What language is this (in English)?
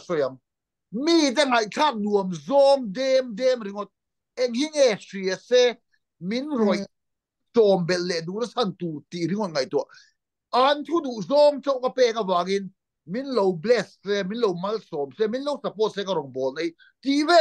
Mizo